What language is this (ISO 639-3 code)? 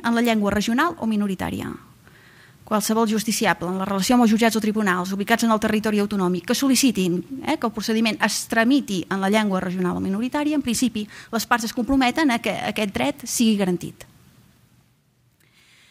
cat